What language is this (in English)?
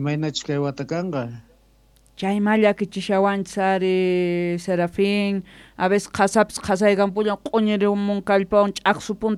Quechua